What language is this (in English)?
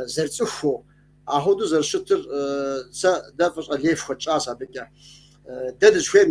Kabardian